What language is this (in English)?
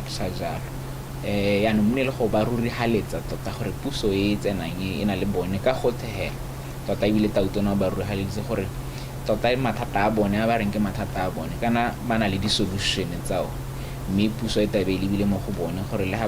Tswana